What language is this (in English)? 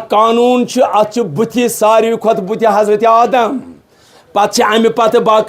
Kashmiri